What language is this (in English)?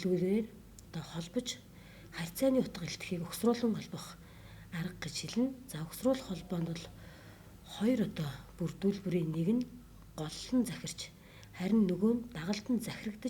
Mongolian